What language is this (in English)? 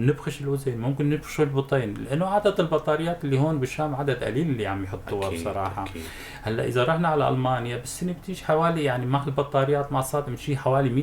North Levantine Arabic